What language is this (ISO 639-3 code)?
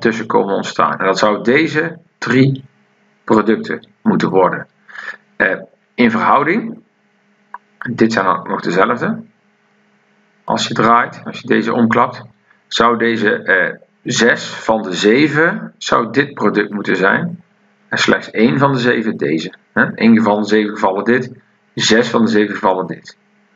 nld